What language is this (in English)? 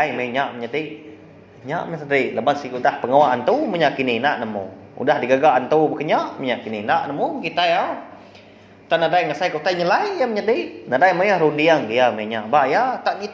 Iban